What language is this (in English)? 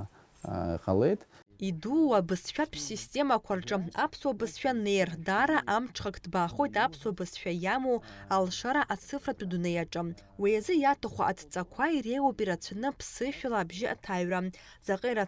Abkhazian